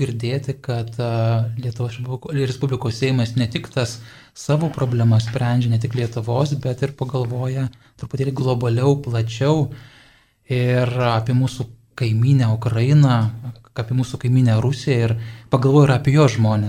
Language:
Lithuanian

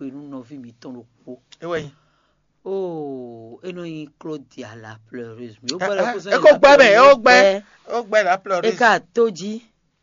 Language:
Fon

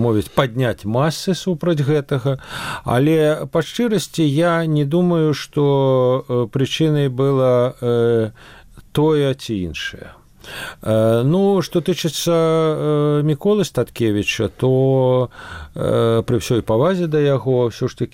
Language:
Belarusian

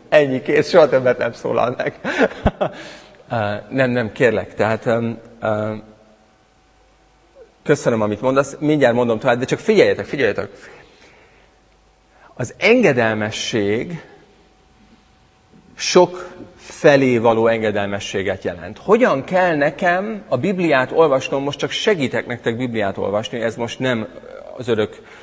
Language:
Hungarian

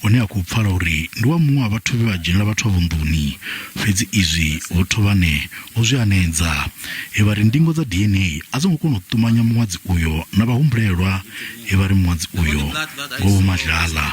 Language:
Venda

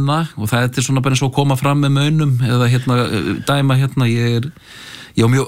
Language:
Icelandic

